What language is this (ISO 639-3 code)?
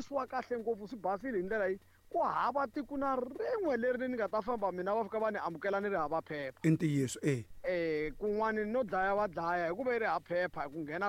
tso